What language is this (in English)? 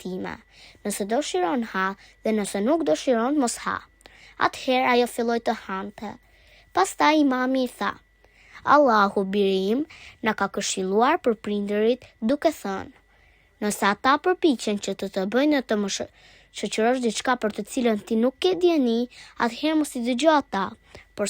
Albanian